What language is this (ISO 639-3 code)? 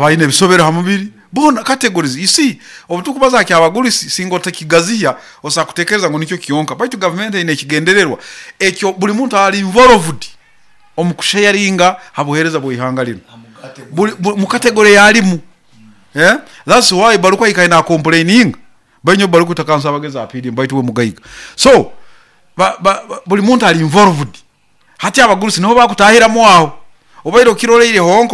nyo